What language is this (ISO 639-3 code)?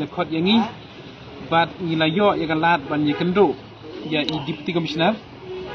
kha